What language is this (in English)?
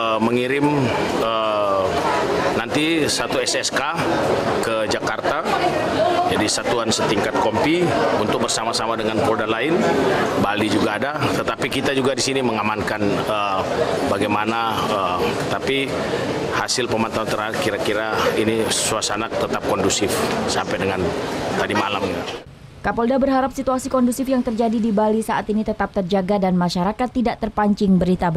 Indonesian